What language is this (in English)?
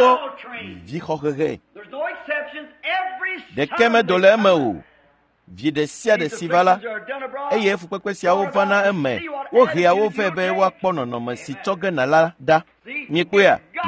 Ewe